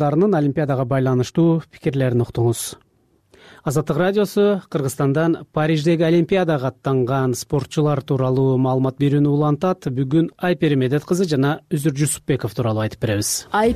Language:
Kyrgyz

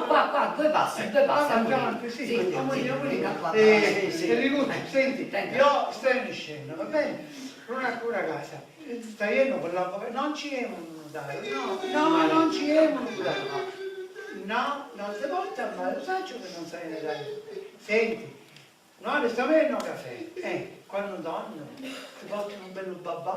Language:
Sicilian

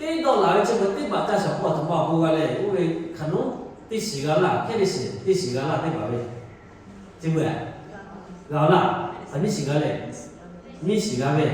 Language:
Lahu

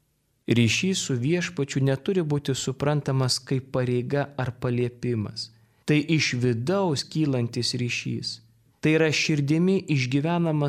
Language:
Lithuanian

